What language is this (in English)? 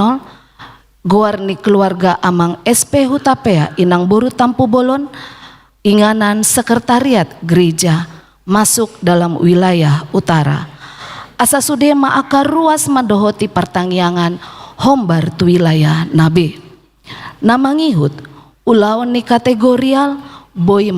Batak Toba